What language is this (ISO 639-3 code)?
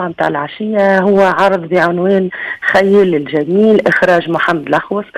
aeb